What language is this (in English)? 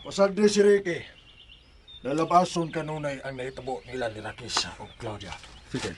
Cebuano